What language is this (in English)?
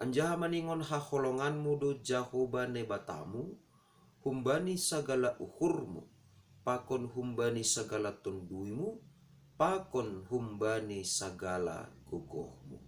Batak Simalungun